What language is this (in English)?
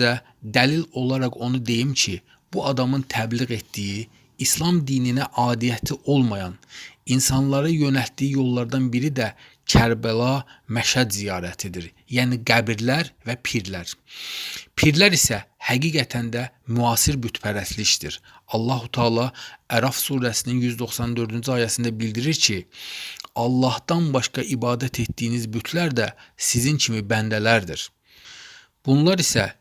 Azerbaijani